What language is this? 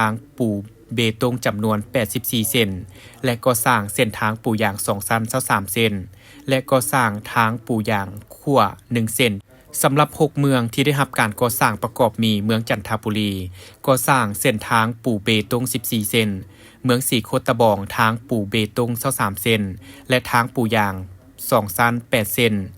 Lao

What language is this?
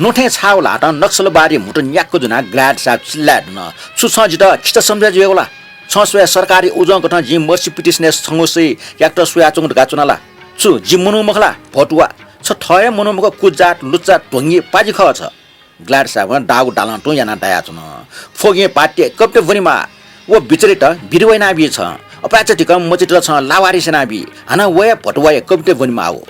Newari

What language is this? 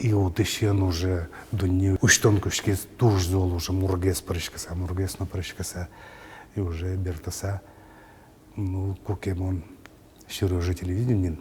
Udmurt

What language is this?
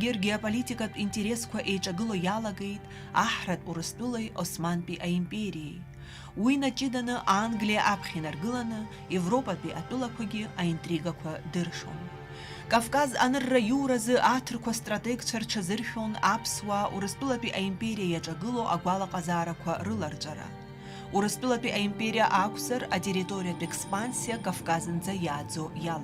Abkhazian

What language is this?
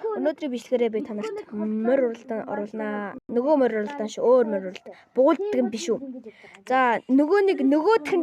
Mongolian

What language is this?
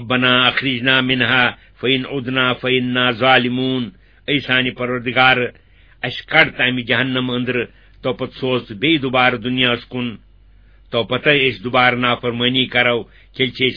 Kashmiri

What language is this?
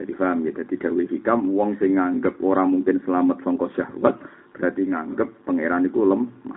Javanese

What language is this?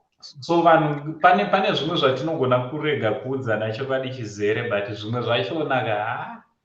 Shona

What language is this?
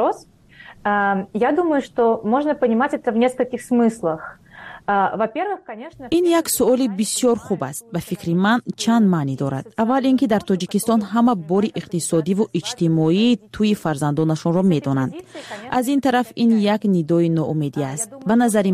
Tajik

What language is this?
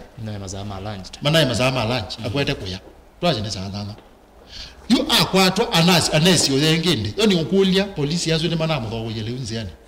Kamba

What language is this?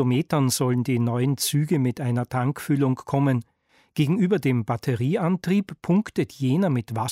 German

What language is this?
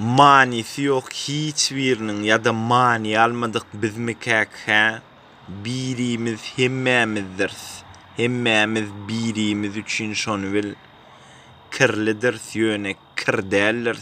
Turkmen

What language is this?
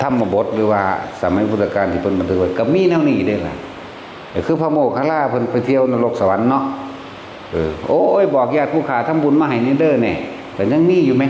Northeastern Thai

